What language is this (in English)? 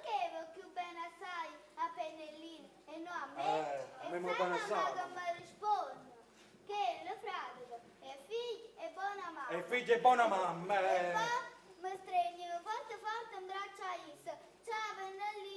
Neapolitan